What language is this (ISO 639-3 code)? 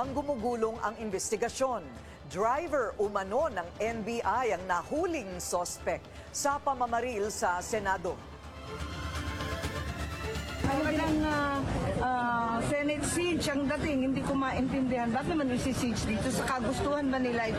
fil